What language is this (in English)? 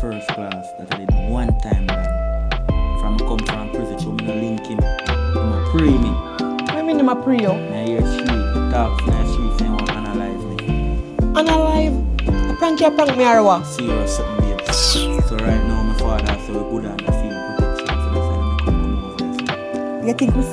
Jamaican Creole English